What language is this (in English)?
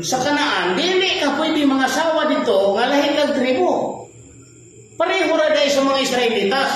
Cebuano